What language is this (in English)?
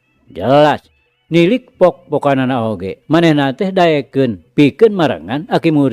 Sundanese